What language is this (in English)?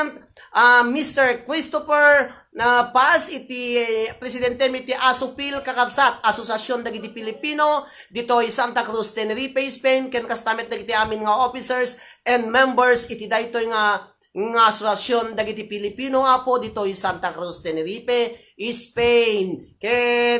Iloko